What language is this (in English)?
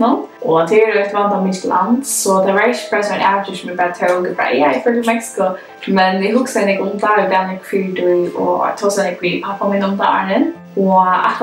Faroese